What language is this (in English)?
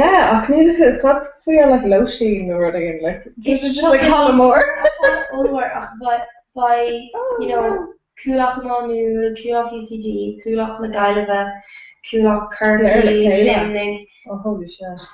Irish